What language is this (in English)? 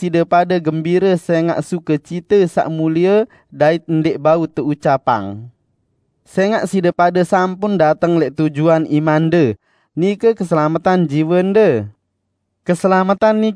Sasak